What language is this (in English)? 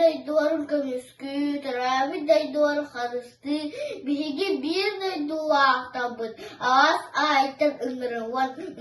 Yakut